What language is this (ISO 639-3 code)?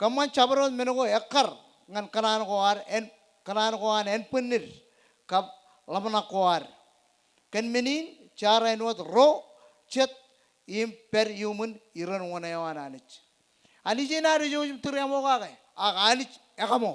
mah